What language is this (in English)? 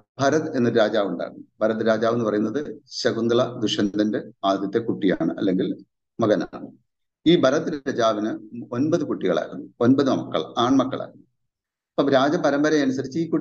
Malayalam